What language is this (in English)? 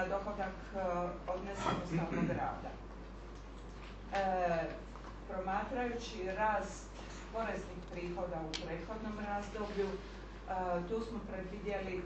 Croatian